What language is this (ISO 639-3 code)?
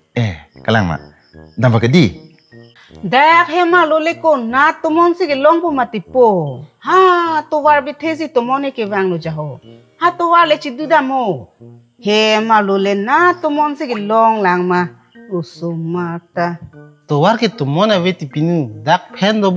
mjw